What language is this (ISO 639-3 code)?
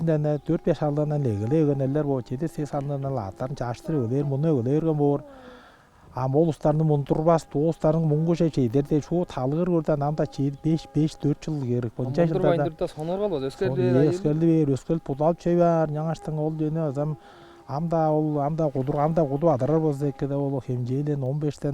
tyv